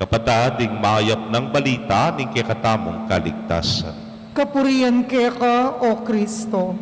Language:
Pampanga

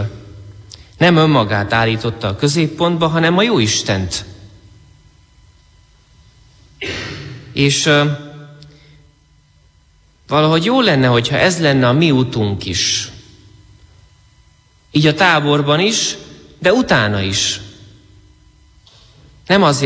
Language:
Hungarian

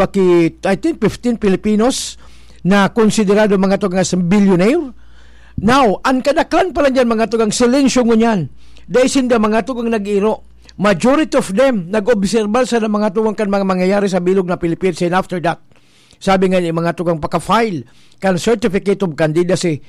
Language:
Bikol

